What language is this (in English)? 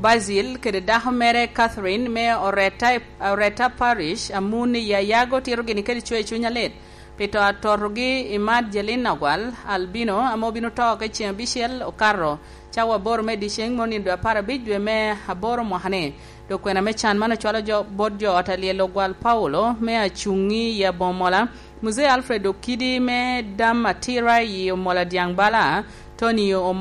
Lango (Uganda)